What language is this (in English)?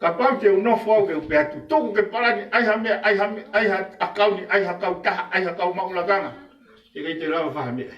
Tongan